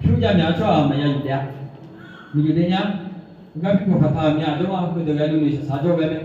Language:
Akha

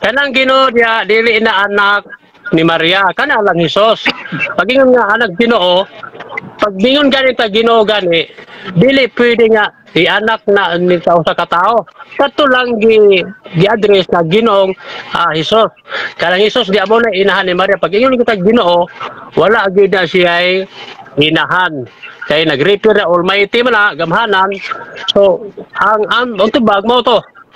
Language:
Cebuano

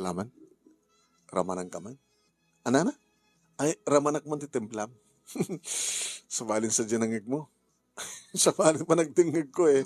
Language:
Iloko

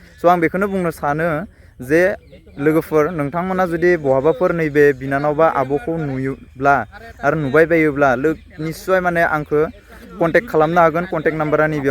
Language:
Bodo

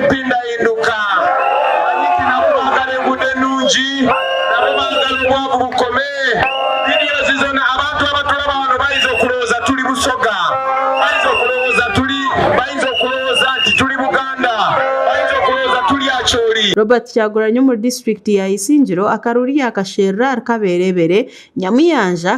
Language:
Nyankole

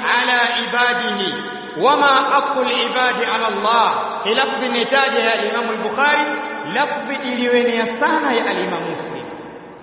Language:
Swahili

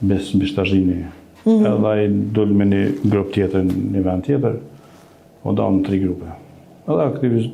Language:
Albanian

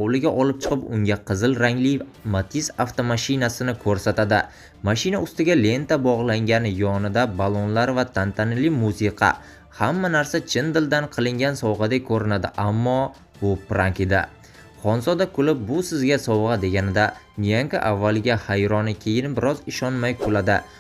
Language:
Uzbek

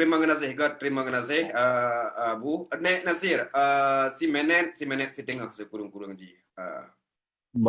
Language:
Achinese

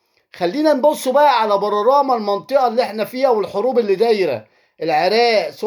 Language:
Egyptian Arabic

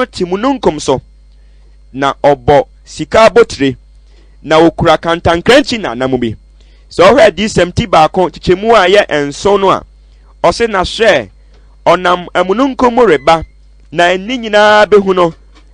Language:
Akan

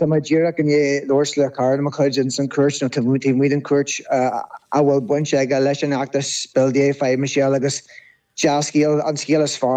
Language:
Irish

